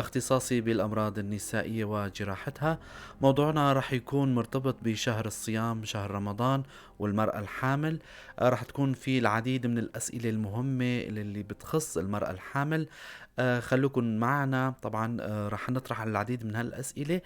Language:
North Levantine Arabic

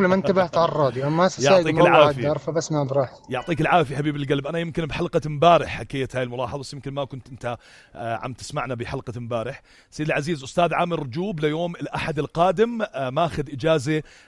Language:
North Levantine Arabic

